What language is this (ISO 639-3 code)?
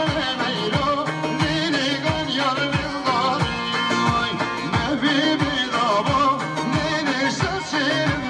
kur